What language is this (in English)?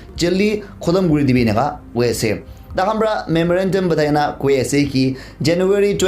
Naga Pidgin